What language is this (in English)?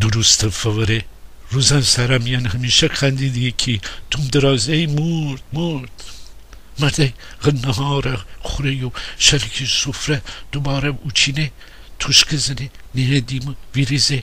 Gilaki